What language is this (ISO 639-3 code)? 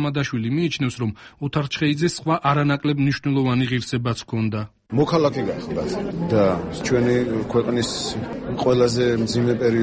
kat